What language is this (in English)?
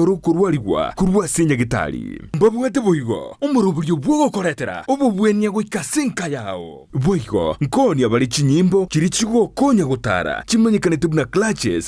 Gusii